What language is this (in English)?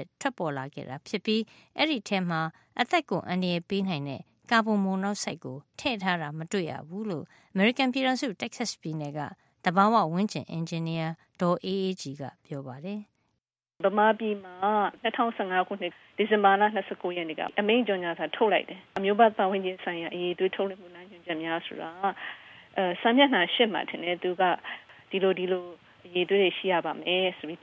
Burmese